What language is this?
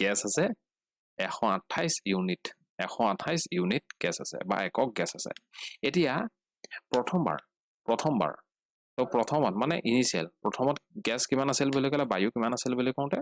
Assamese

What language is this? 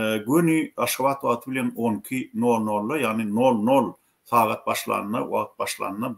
Turkmen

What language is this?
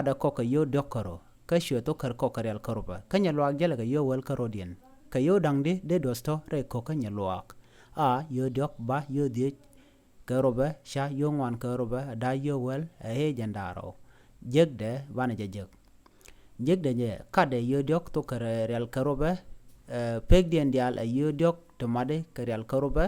Nuer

